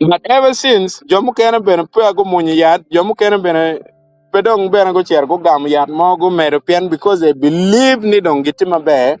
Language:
Acoli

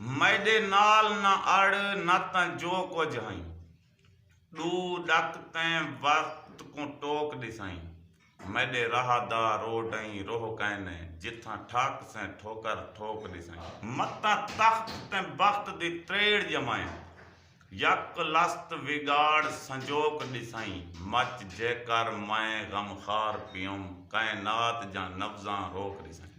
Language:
Saraiki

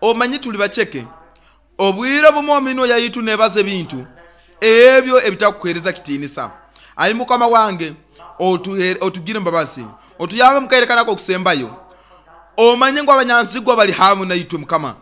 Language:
Nyoro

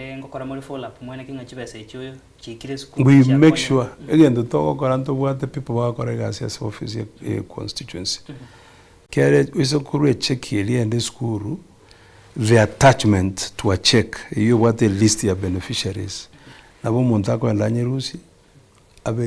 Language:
Gusii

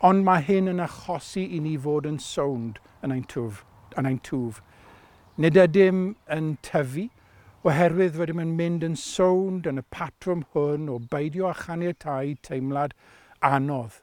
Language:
Welsh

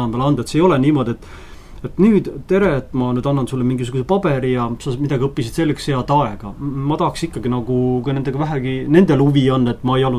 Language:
Estonian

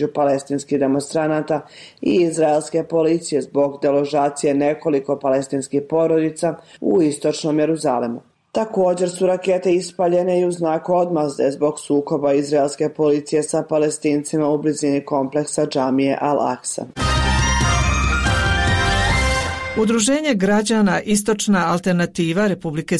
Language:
Bosnian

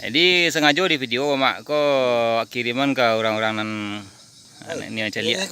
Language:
Minangkabau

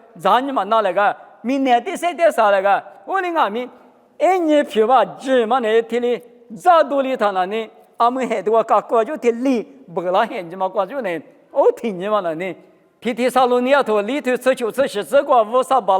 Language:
Lisu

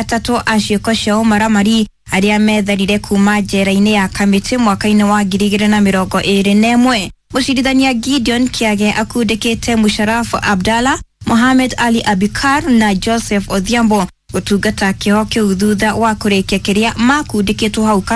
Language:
Kikuyu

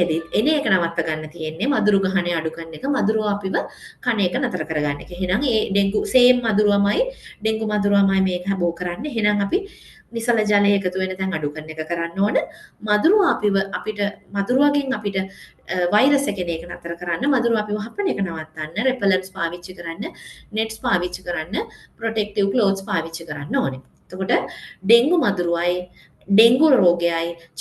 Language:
Sinhala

